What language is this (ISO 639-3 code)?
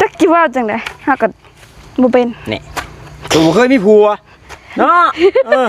tts